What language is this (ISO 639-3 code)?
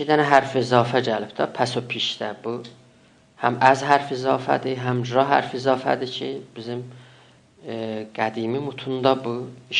azb